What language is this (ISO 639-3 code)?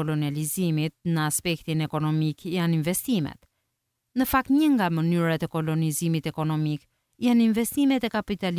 sqi